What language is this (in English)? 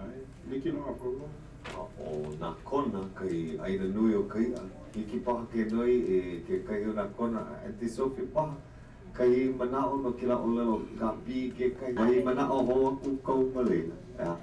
Hawaiian